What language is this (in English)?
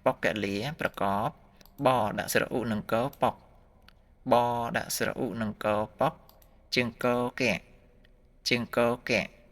Khmer